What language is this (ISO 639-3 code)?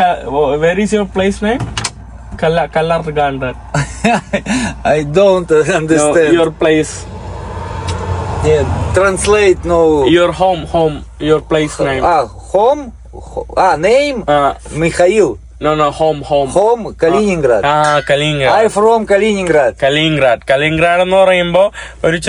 mal